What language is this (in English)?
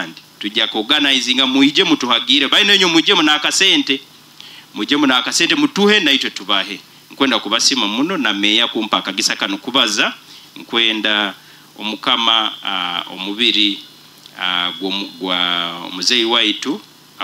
Nyoro